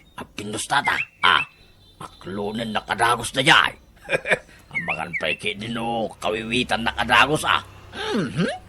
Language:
Iloko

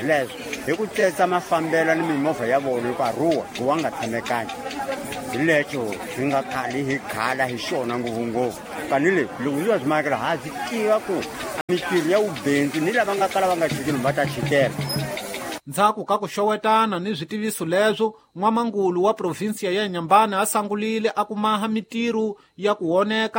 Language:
Tsonga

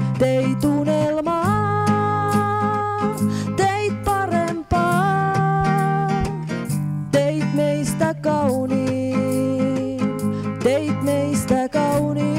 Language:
Finnish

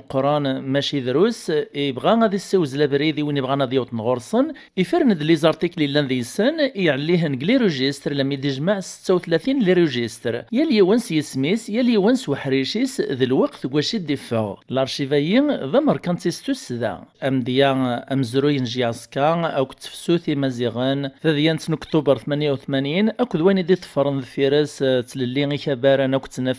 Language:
Kabyle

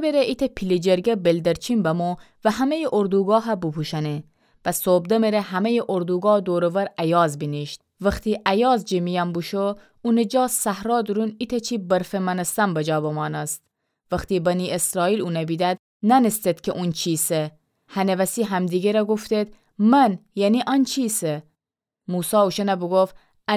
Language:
Gilaki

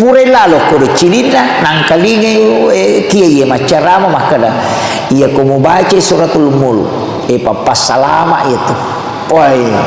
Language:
Buginese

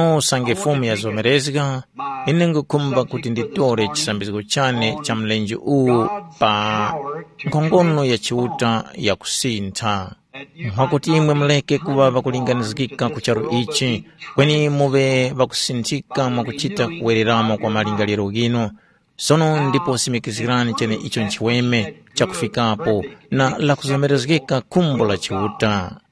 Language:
Tumbuka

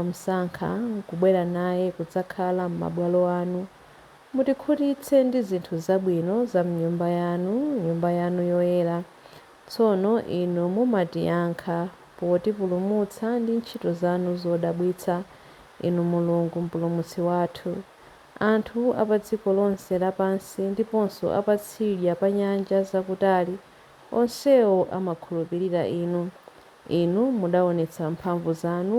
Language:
Nyanja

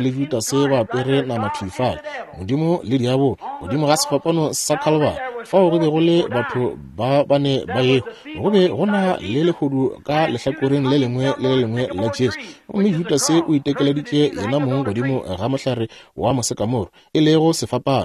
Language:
Northern Sotho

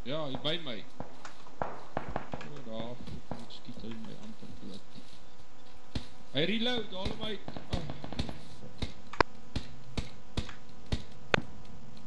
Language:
Afrikaans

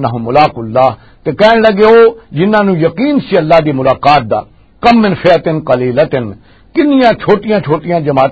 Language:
Western Panjabi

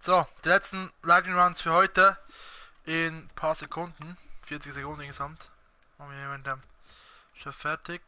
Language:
Swiss German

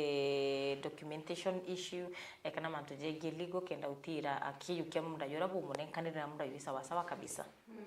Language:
Meru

